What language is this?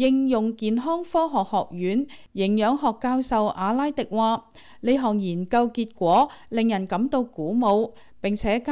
Cantonese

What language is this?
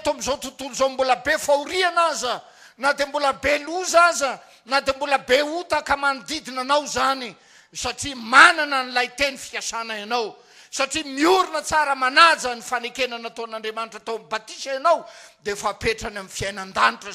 Malagasy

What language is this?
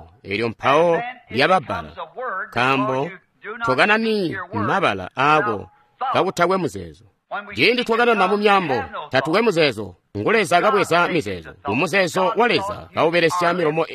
Tonga (Zambia)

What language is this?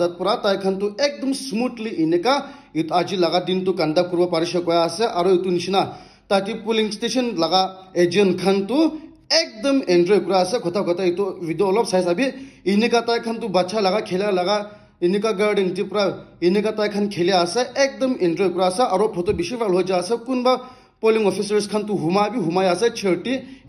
Naga Pidgin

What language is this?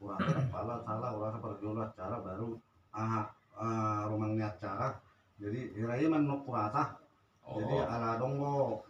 Batak Toba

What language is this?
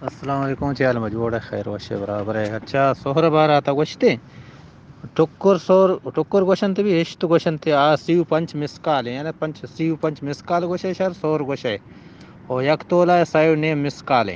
Eastern Balochi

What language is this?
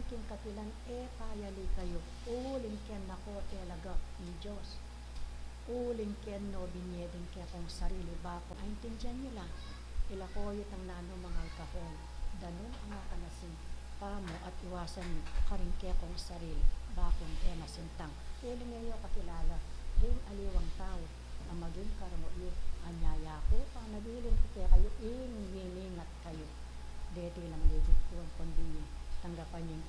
Pampanga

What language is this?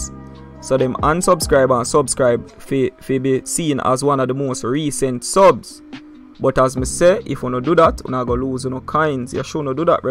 Jamaican Creole English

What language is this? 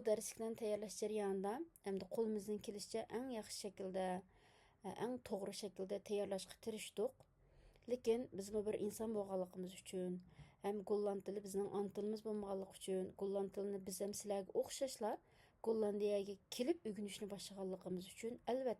Uyghur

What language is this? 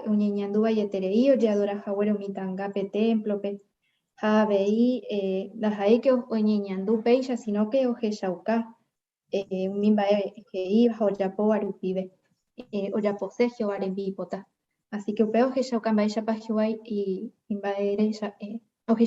Guarani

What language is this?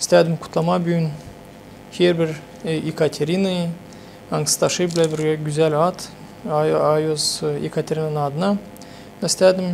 Gagauz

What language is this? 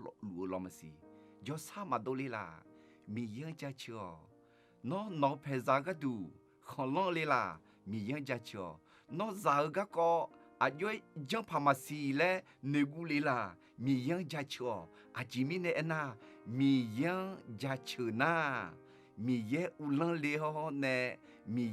Akha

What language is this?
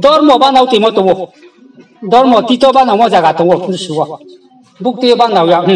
Riang (India)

